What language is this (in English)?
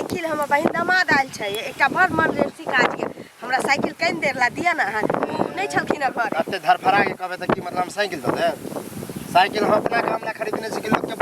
Maithili